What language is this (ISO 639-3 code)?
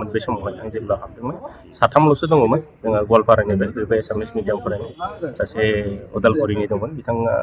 brx